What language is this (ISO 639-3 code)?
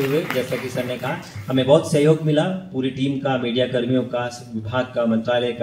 hin